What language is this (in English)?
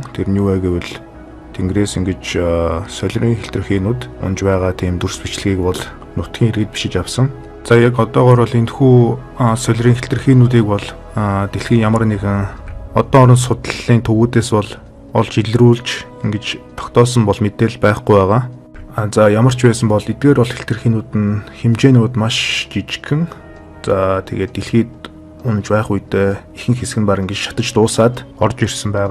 Mongolian